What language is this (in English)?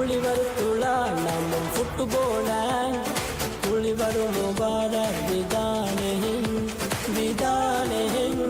Divehi